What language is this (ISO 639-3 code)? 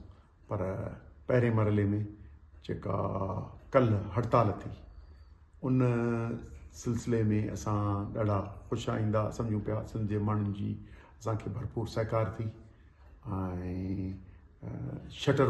snd